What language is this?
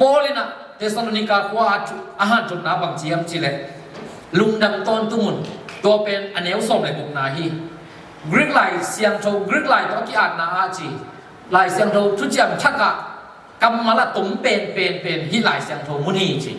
Tedim Chin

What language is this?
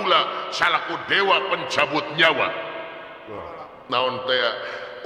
Sundanese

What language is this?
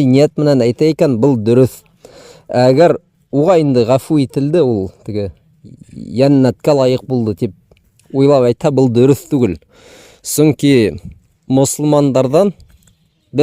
Bashkir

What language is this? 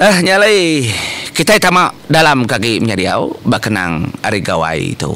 Iban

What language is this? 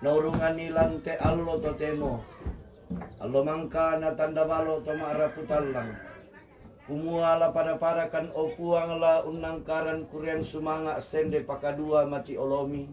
Toraja-Sa'dan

